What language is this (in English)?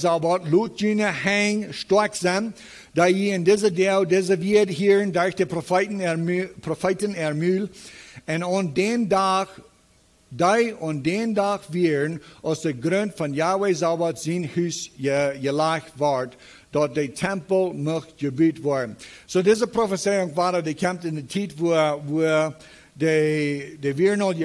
Plautdietsch